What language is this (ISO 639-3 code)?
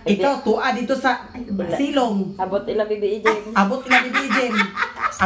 ceb